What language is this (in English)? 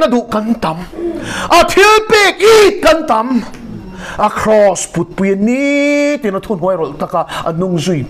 Mizo